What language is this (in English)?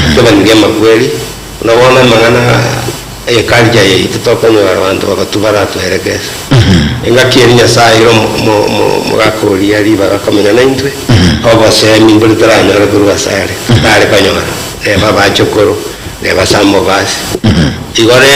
Gusii